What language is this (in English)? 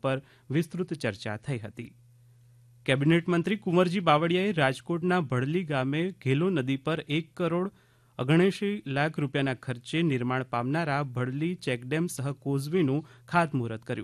Gujarati